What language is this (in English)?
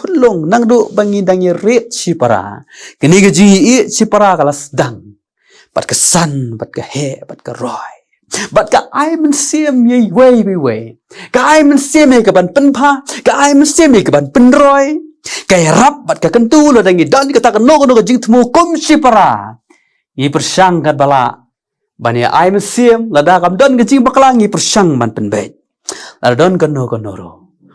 Khasi